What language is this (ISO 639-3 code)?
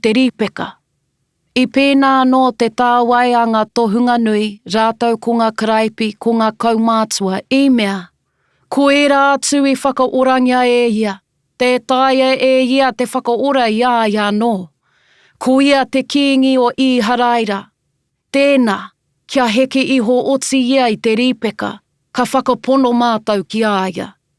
mri